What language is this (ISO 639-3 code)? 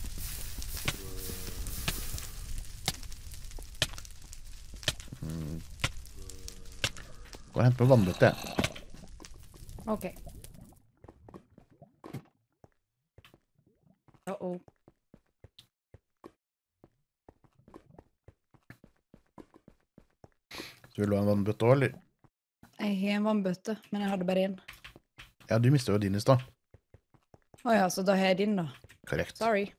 nor